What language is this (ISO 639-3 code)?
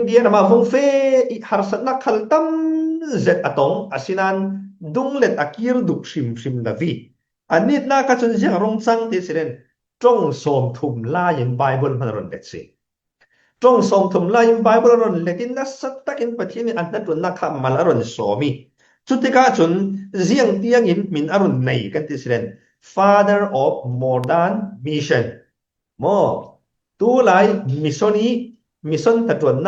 cfm